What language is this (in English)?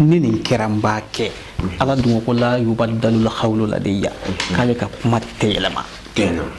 Bambara